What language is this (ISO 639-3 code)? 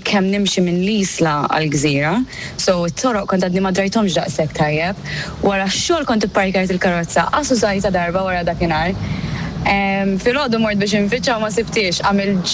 mlt